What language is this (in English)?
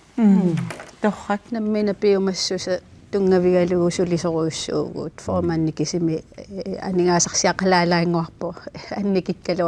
Kalaallisut